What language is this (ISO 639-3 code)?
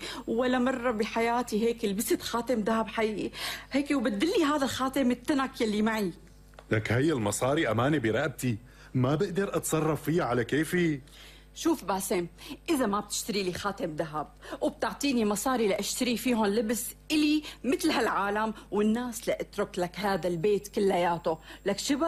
apc